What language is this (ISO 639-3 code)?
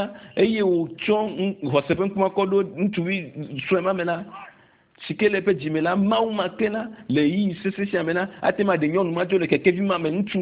ewe